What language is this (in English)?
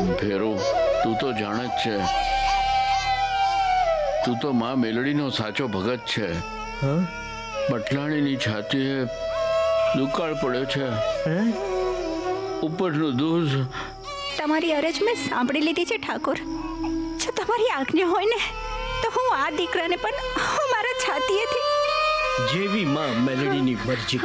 Gujarati